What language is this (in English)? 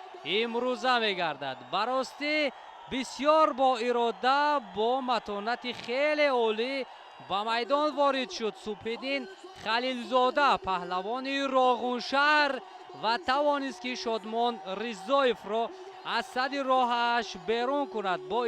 Tajik